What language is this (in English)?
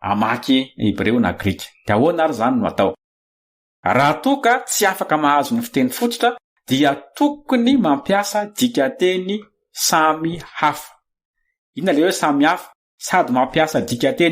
Malagasy